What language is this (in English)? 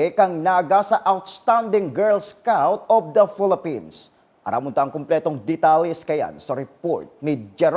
Bikol